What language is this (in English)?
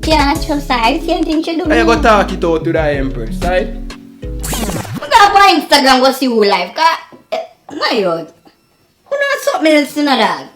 Jamaican Creole English